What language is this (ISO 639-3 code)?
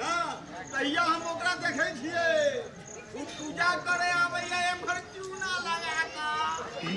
mai